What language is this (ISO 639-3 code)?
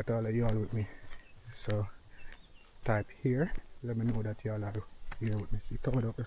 jam